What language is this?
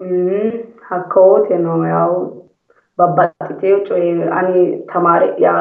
Sidamo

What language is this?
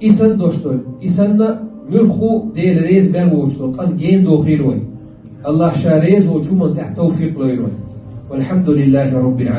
Chechen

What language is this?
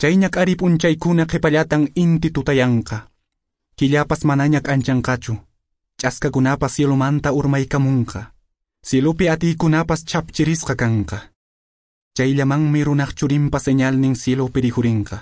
Quechua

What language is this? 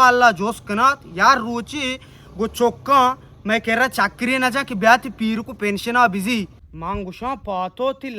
Baluchi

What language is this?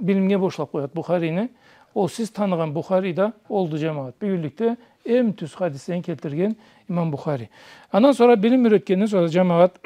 Karachay-Balkar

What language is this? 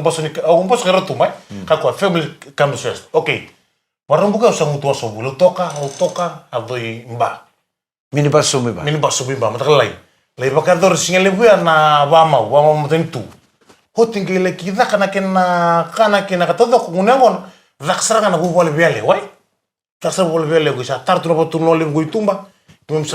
Fijian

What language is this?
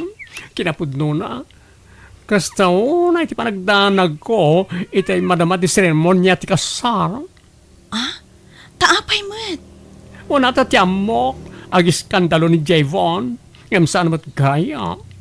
Iloko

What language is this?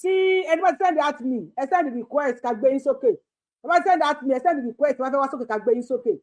Yoruba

